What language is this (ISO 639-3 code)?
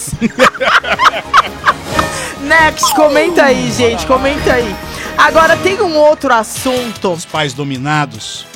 por